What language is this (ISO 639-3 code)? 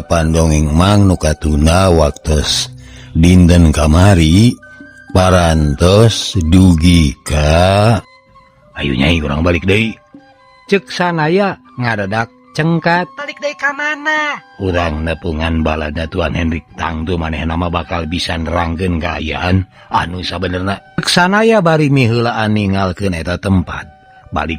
sun